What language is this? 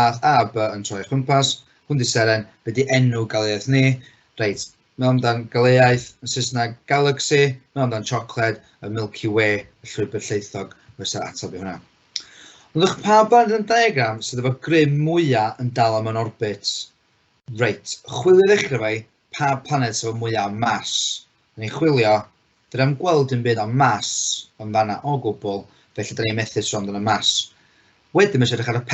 Welsh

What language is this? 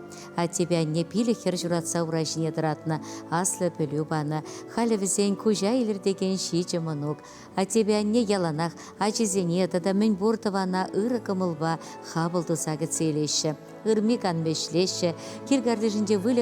Chuvash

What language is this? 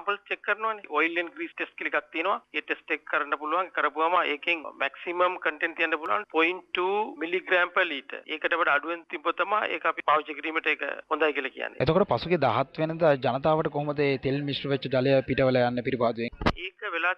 Sinhala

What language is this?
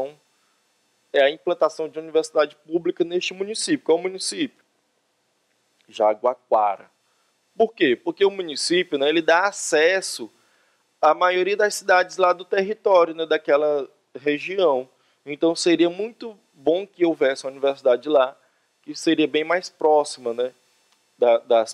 Portuguese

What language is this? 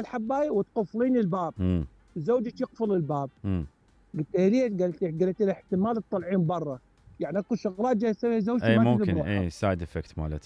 Mesopotamian Arabic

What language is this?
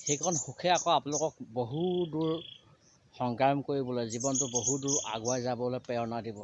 Assamese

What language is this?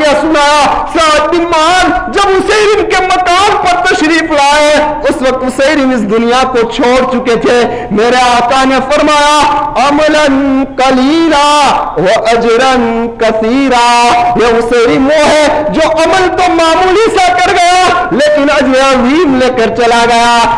Urdu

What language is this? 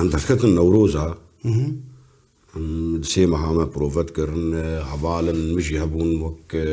Kurdish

